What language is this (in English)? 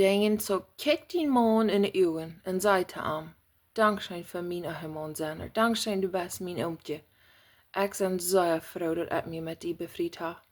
Plautdietsch